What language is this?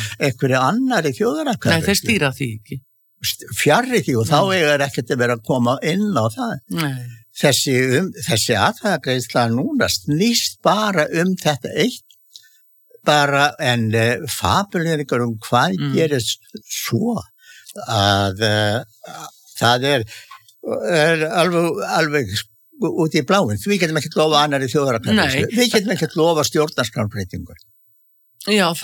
Icelandic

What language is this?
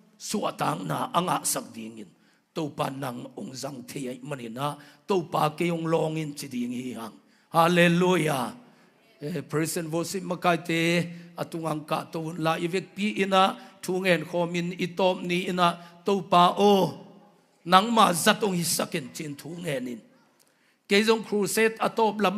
Tedim Chin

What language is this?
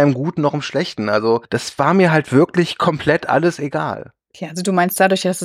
German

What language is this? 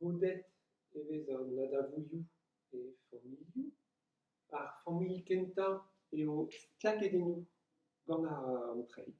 Breton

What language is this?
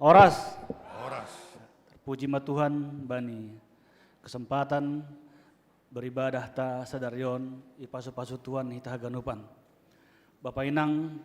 Batak Simalungun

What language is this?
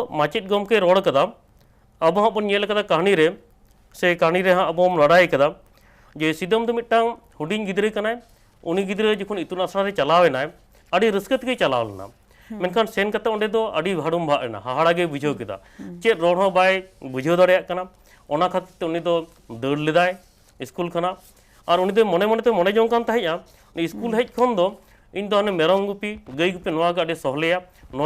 Santali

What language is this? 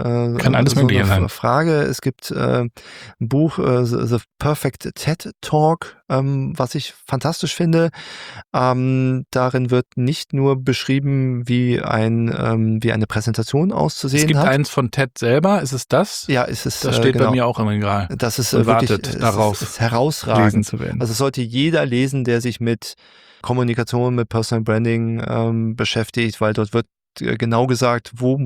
German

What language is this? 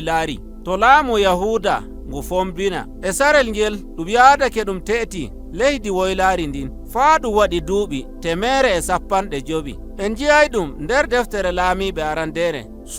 Nigerian Fulfulde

